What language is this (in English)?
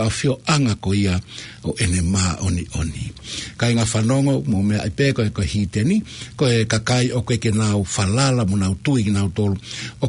Tongan